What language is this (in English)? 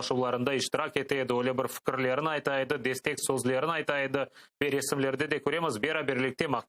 Crimean Tatar